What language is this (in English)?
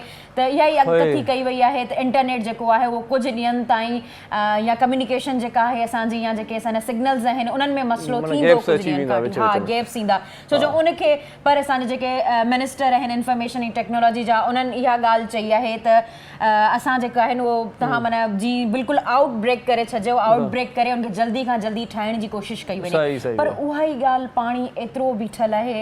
Sindhi